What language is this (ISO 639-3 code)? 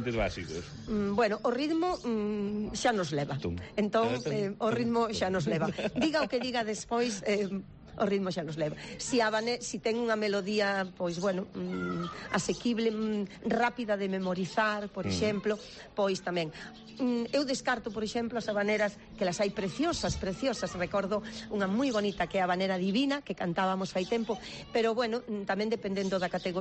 glg